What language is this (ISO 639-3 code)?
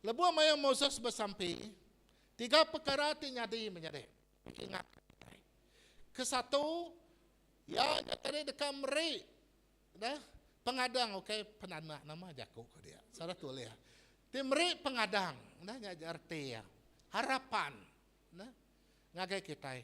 iba